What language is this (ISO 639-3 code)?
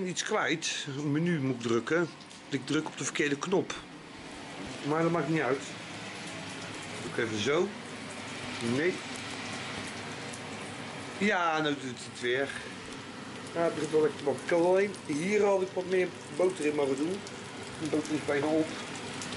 nld